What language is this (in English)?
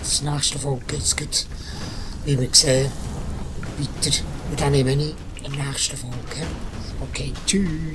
Swiss German